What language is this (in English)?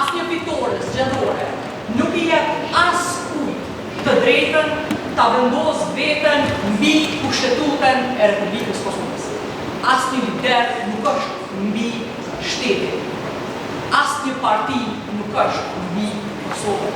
Albanian